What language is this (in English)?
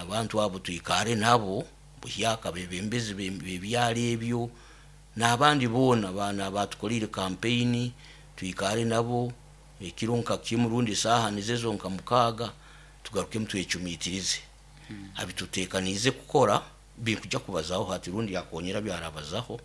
Nyoro